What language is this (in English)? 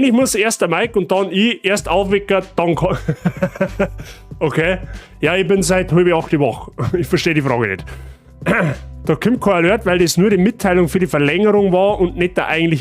Bavarian